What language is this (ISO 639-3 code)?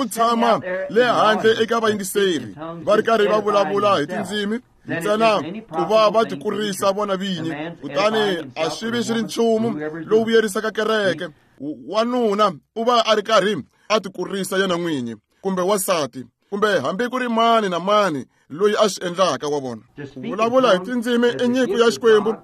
tso